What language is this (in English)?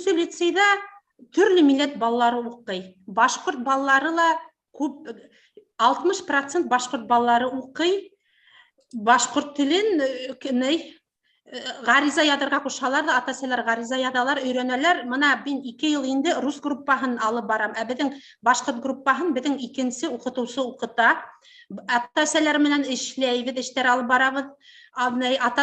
Bashkir